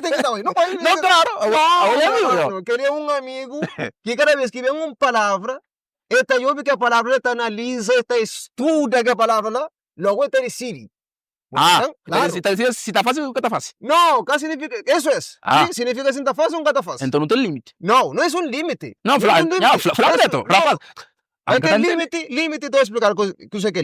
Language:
Kabuverdianu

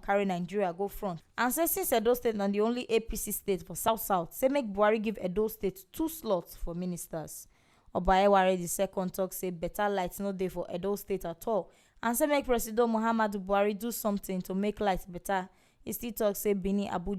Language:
Nigerian Pidgin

